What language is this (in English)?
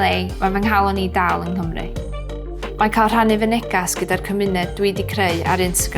Welsh